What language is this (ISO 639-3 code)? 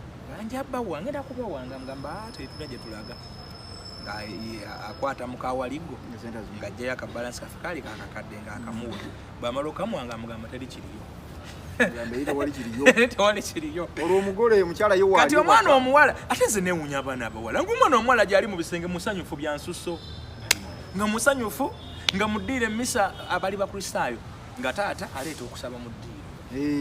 lug